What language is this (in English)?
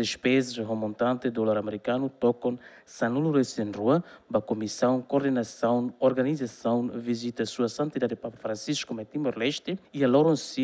Tetum